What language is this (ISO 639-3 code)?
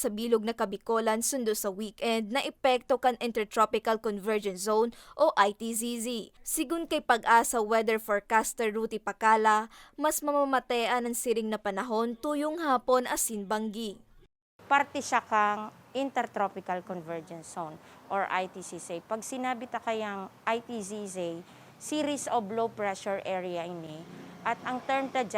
bik